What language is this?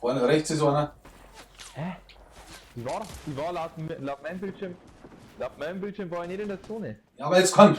Bavarian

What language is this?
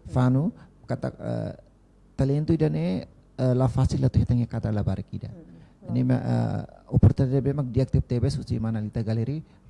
Tetum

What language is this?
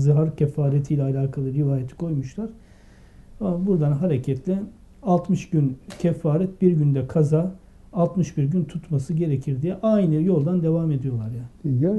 Turkish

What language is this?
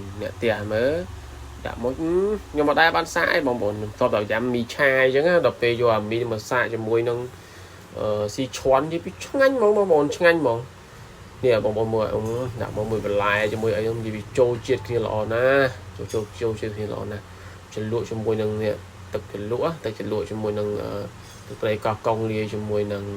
Khmer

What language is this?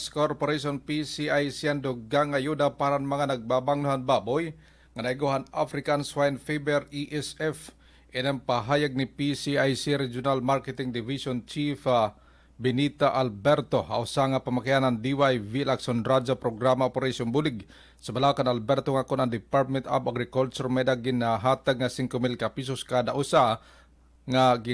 Waray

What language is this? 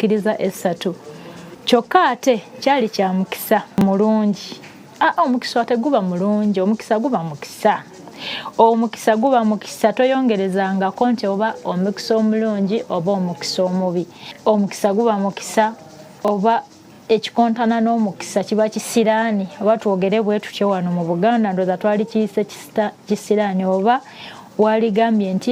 Ganda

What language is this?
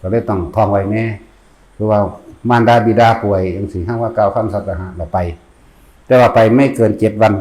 Northeastern Thai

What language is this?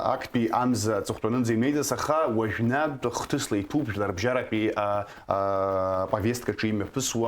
Abkhazian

